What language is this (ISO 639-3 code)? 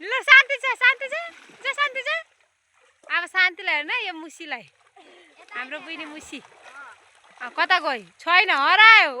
nep